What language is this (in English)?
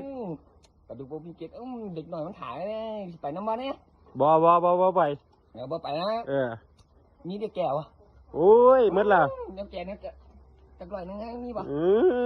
Lao